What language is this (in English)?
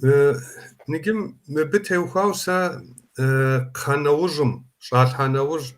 Kabardian